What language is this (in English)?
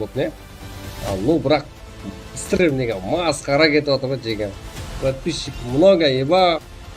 Kara-Kalpak